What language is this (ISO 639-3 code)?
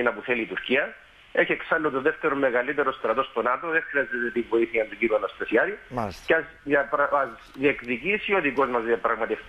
ell